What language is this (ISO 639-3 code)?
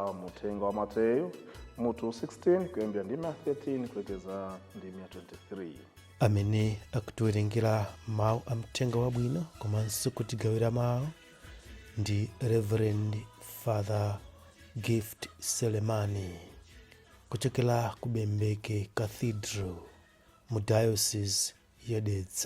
nya